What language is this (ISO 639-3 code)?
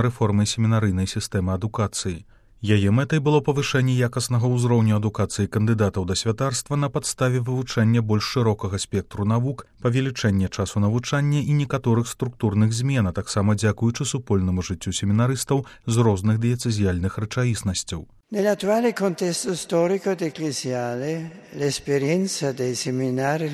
bel